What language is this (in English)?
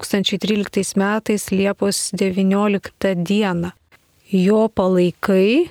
Lithuanian